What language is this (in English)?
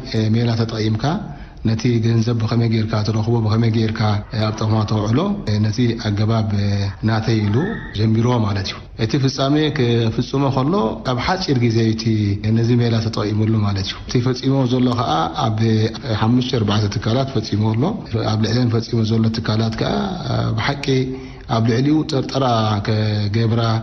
Tigrinya